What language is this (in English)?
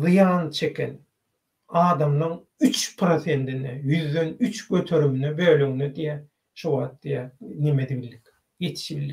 Turkmen